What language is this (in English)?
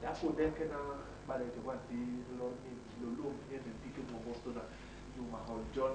Basaa